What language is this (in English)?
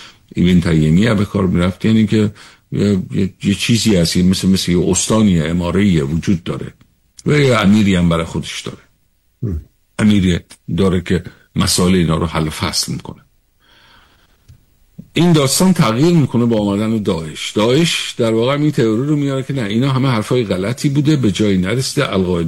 Persian